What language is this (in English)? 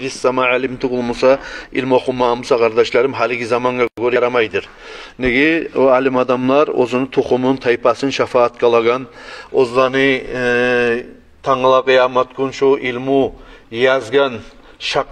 Kumyk